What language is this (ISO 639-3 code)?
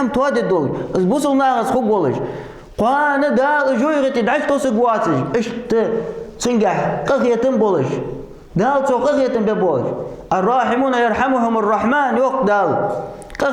inh